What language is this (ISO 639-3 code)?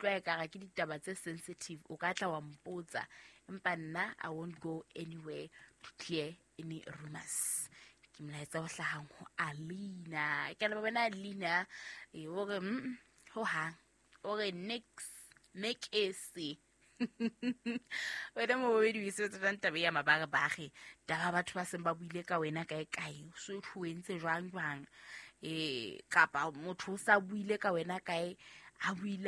sot